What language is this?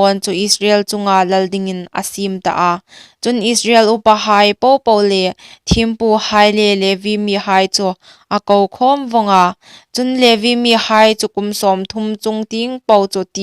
Hmar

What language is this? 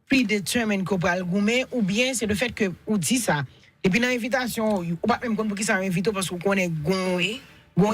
Haitian Creole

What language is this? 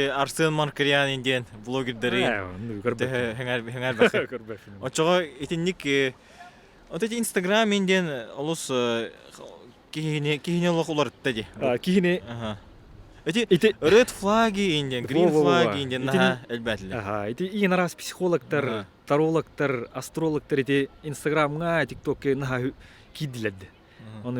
Yakut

